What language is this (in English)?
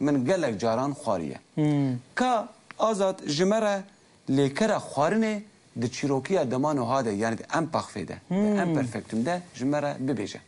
Kurdish